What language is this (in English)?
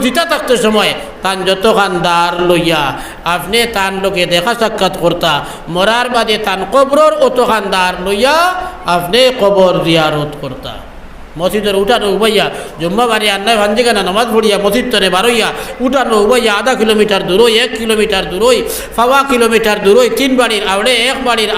Sylheti